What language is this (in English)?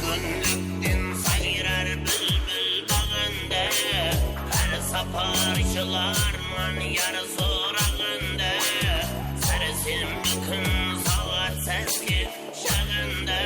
Kara-Kalpak